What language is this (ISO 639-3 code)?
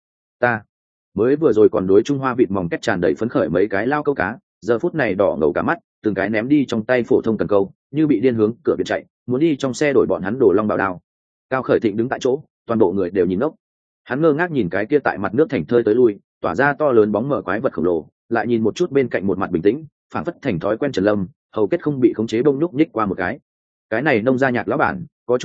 vie